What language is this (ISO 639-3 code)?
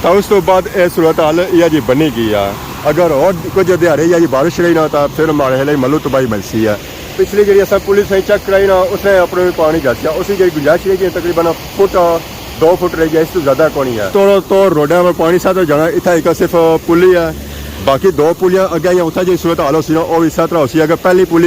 phr